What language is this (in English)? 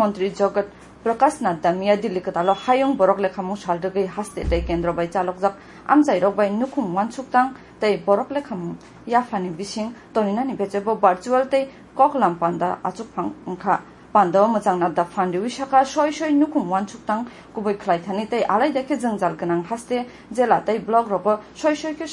Kok Borok